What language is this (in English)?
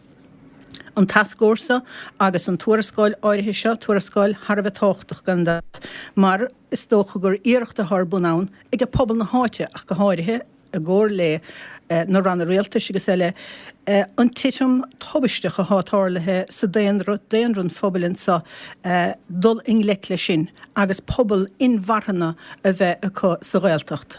Irish